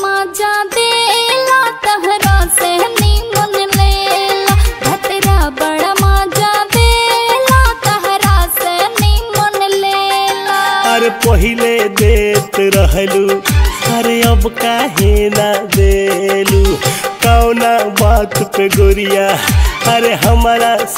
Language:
Bhojpuri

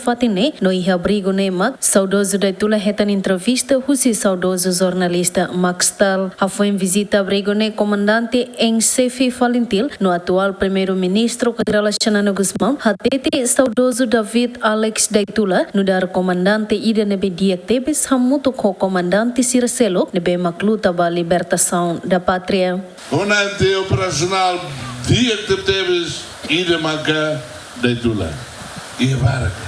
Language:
Tetum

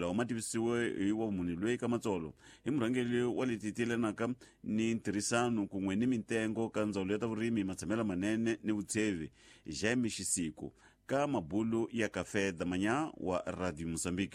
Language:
Tsonga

